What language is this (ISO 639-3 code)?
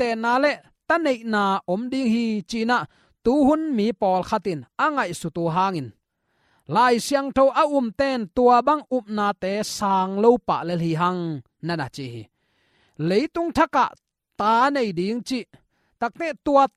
ctd